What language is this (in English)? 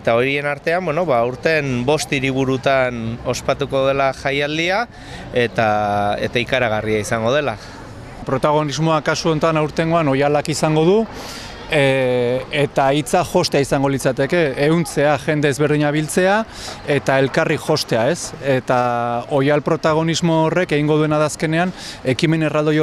Basque